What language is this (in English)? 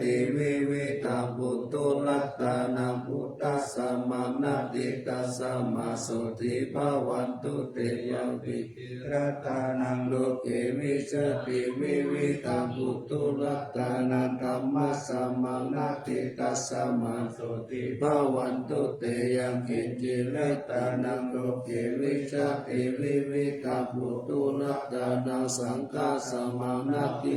Pali